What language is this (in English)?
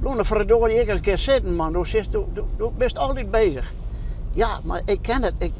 Western Frisian